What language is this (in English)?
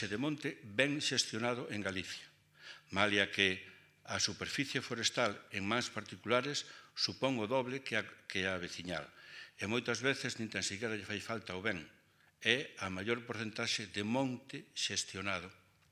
Galician